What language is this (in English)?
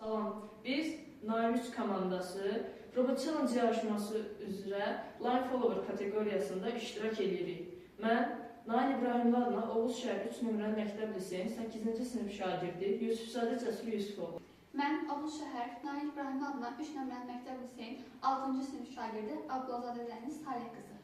Azerbaijani